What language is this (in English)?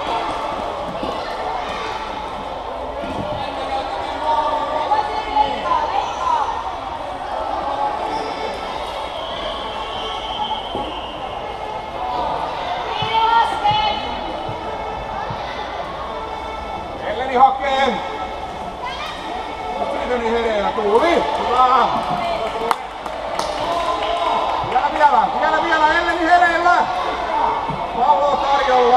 Finnish